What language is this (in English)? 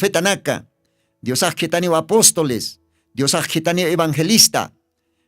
Aymara